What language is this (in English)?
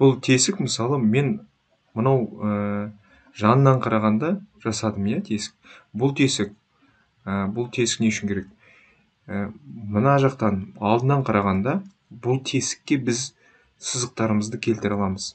Kazakh